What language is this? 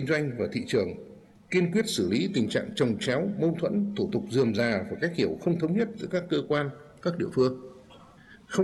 Vietnamese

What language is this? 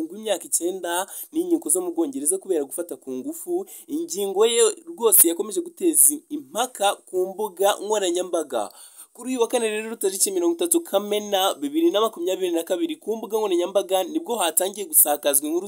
Kinyarwanda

